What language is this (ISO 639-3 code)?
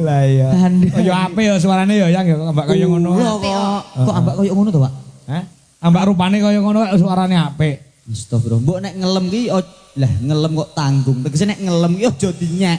jav